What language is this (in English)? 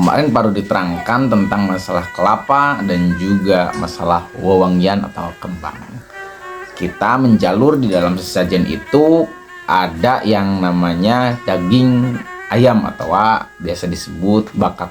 Sundanese